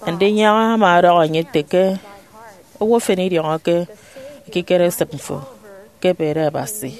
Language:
Efik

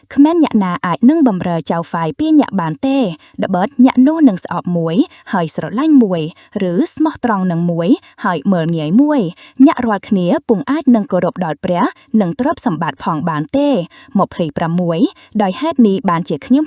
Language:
Khmer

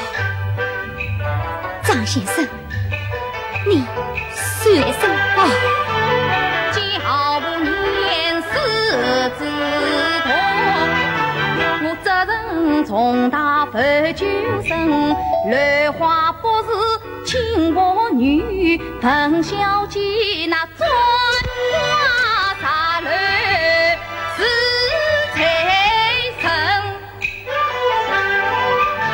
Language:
Chinese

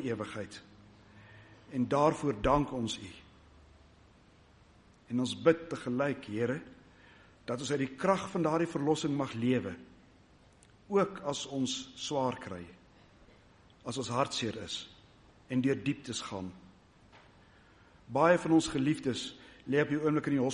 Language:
Afrikaans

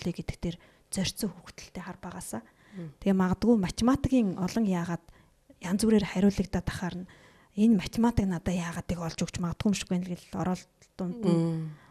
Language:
Mongolian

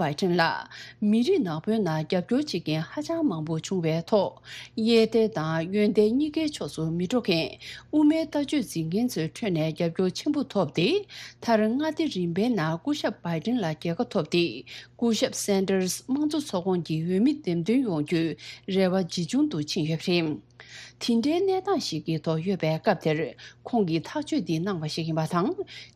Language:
Tibetan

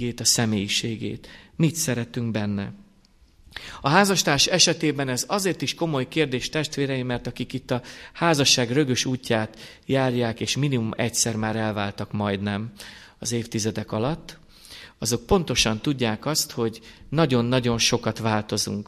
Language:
Hungarian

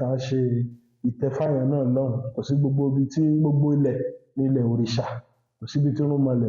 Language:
Yoruba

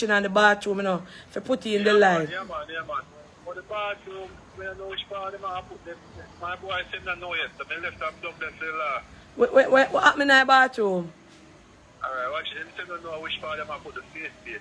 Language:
Jamaican Creole English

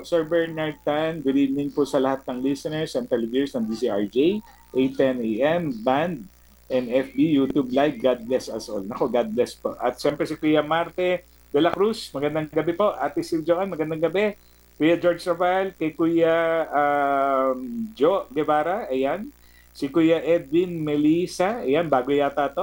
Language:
Filipino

